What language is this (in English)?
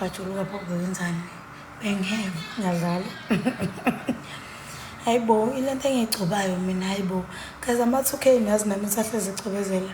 Zulu